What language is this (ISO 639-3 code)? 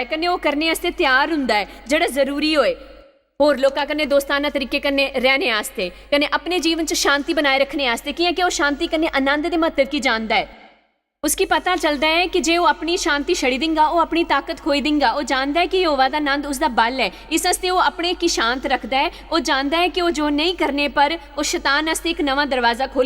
doi